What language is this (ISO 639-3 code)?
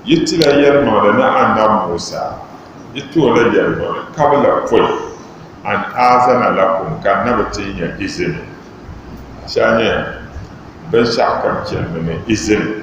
dag